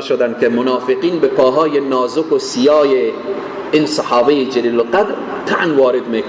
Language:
Persian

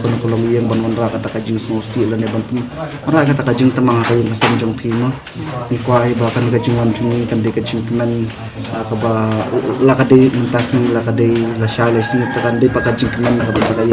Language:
Khasi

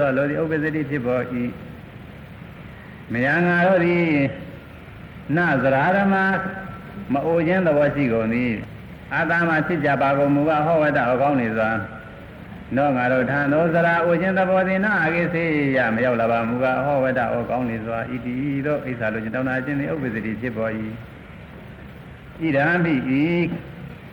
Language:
Burmese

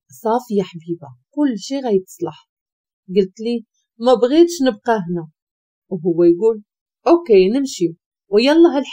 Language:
Moroccan Arabic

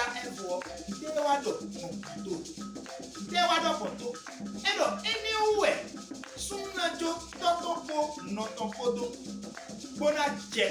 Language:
Fon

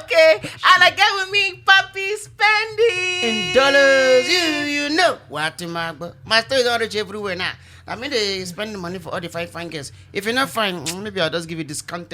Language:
Nigerian Pidgin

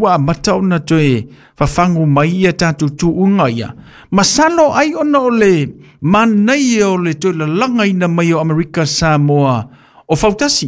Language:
Samoan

